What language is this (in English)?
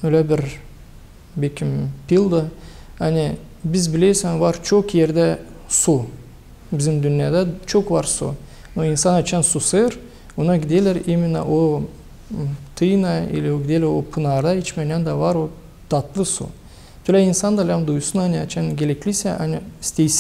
Gagauz